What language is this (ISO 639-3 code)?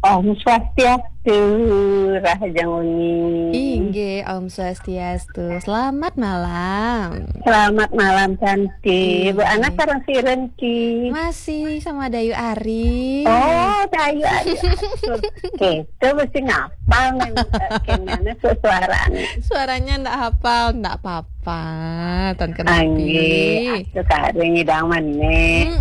ban